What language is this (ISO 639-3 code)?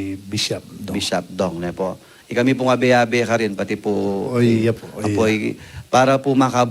pam